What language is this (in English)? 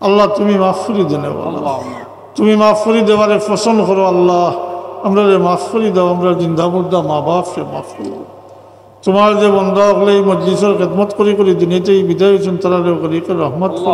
Sylheti